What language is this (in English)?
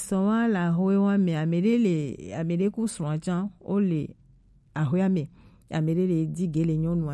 Gen